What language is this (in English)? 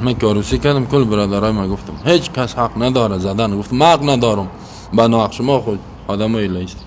Persian